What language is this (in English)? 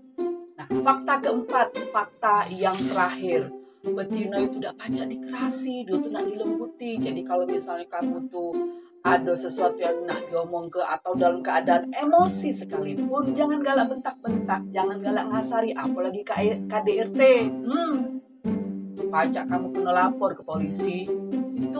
Musi